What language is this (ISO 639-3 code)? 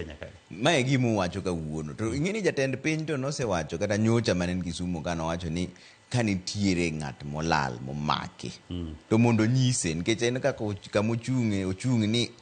luo